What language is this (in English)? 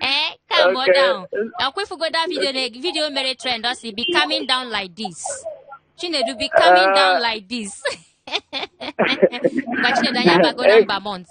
Igbo